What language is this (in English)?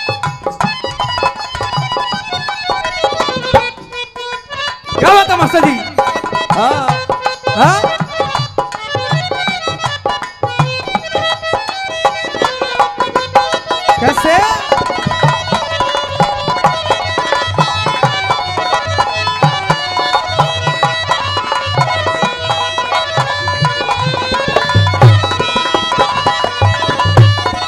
Hindi